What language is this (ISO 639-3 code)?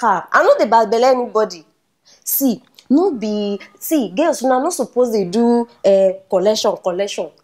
pcm